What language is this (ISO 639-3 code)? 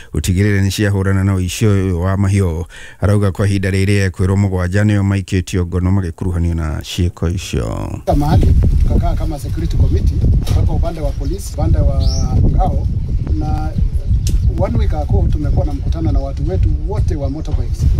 kik